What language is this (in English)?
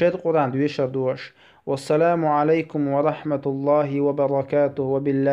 Chechen